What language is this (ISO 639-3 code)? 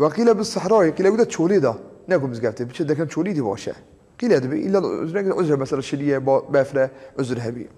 kur